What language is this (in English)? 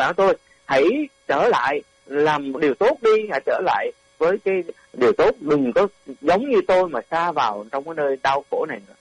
Vietnamese